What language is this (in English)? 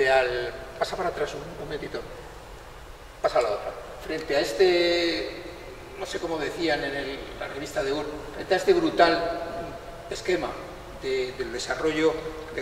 Spanish